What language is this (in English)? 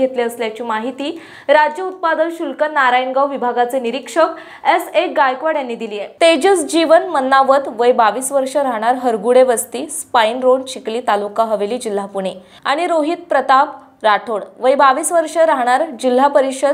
Marathi